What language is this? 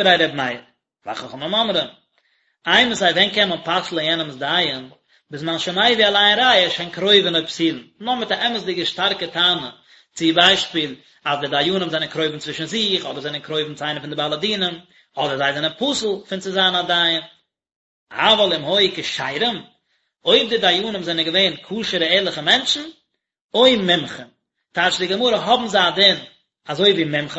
Yiddish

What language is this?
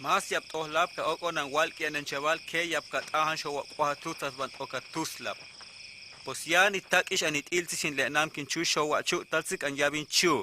Huastec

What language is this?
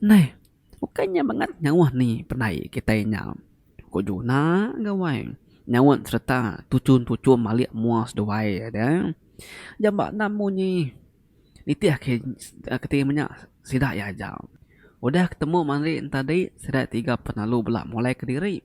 Iban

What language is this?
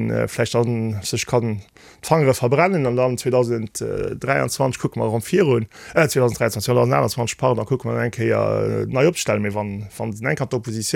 Luxembourgish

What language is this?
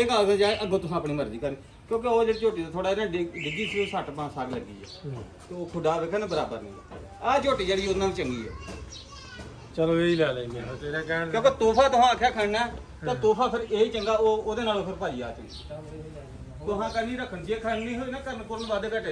Punjabi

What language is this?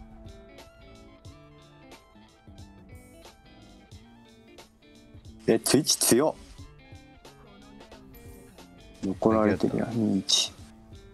Japanese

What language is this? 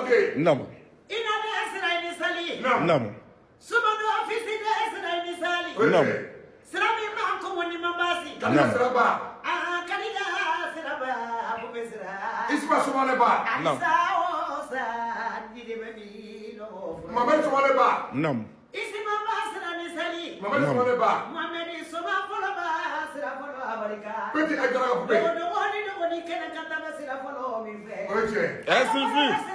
Bambara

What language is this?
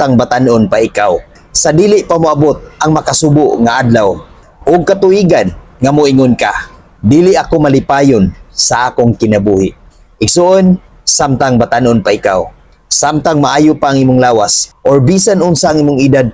Cebuano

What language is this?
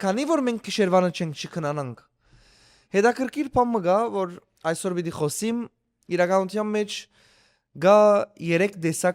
Western Armenian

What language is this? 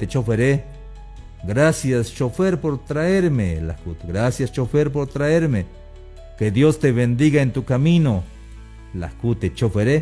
Tzeltal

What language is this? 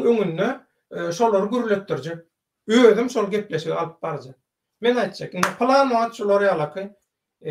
Turkmen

